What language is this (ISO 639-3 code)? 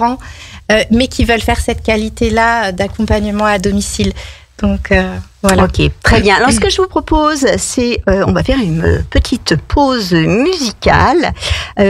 fra